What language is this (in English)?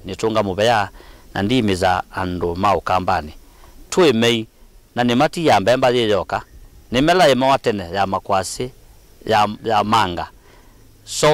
Kamba